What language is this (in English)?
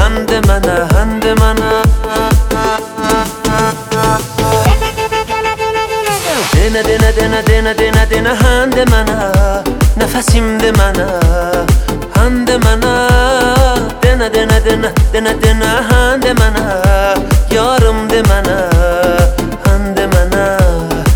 Turkish